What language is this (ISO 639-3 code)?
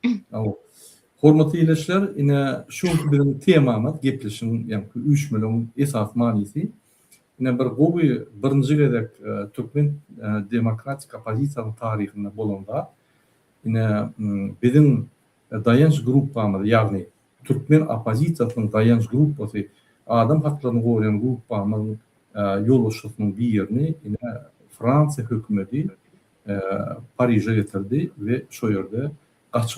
tuk